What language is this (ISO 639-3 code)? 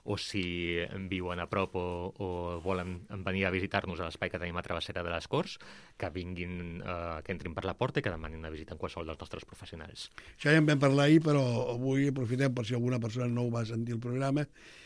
cat